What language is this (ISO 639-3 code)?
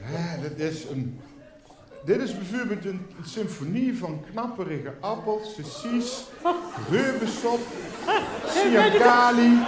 lim